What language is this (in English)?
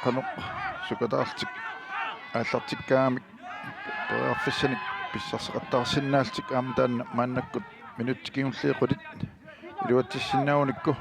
Kalaallisut